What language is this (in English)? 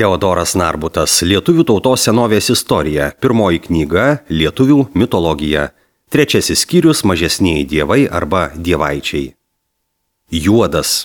Lithuanian